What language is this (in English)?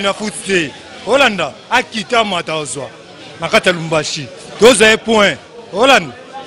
Lingala